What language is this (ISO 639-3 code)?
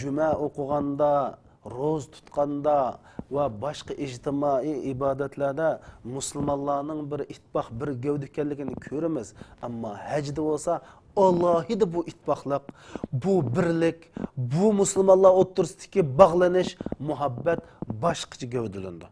uig